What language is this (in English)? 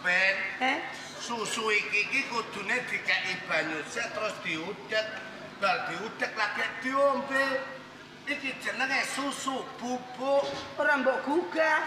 Javanese